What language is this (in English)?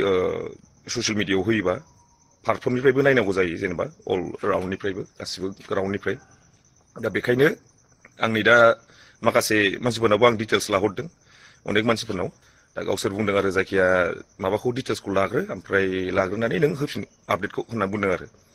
Bodo